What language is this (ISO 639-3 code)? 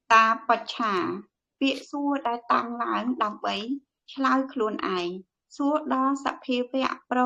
khm